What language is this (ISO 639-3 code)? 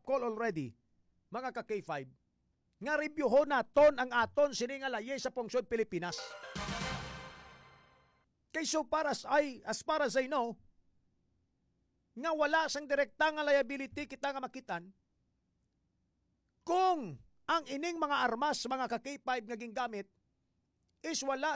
hil